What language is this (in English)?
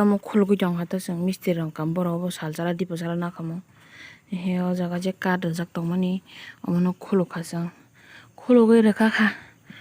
Kok Borok